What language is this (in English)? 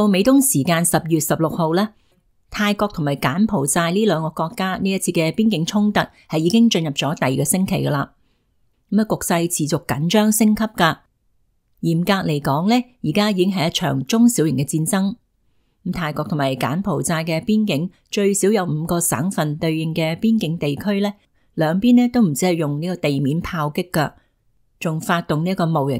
Cantonese